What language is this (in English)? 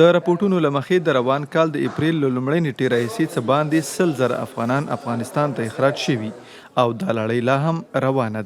Pashto